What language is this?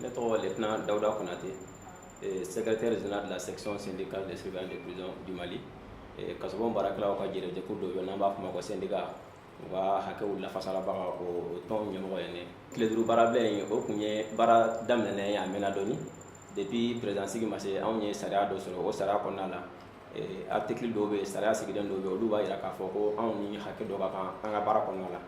Bambara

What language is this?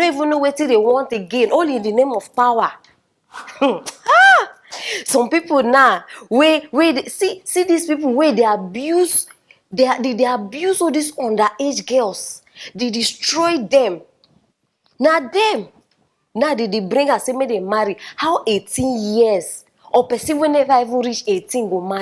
Nigerian Pidgin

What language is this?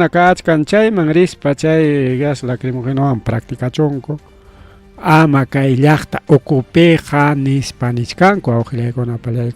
Ayacucho Quechua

